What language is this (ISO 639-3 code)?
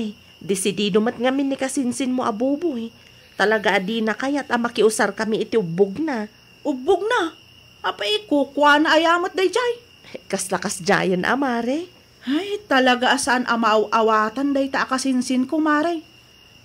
ilo